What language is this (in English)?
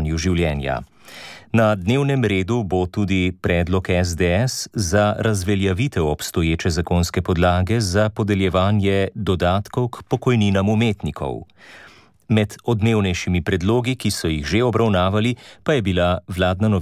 Slovenian